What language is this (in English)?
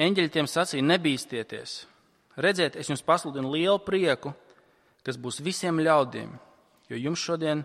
Latvian